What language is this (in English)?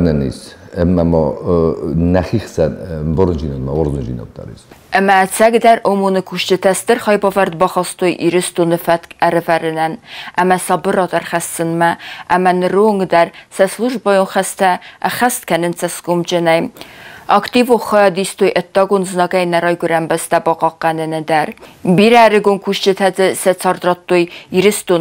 Ossetic